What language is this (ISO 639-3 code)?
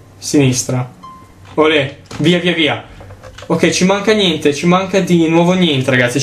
ita